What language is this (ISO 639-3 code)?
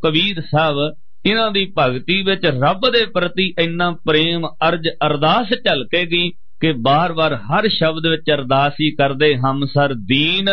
pan